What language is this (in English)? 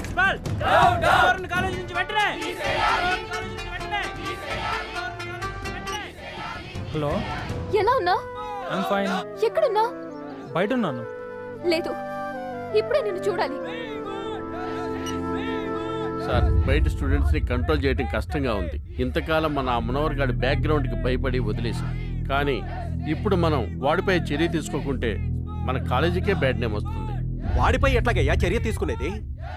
Telugu